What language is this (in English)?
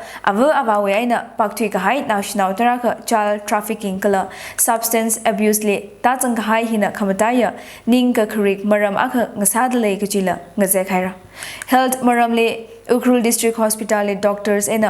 Tangkhul Naga (India)